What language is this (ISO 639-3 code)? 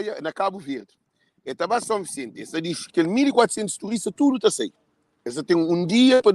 kea